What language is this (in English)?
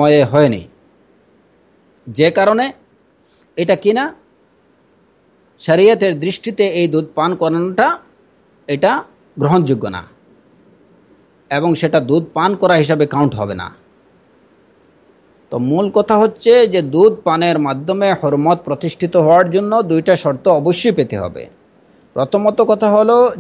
Bangla